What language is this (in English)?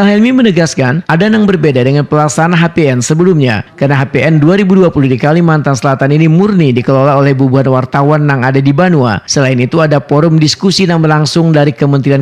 Banjar